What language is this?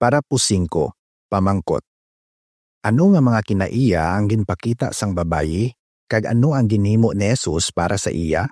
Hiligaynon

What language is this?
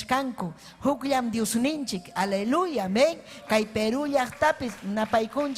Ayacucho Quechua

